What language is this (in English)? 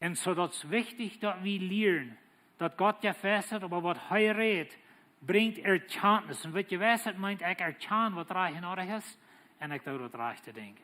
Plautdietsch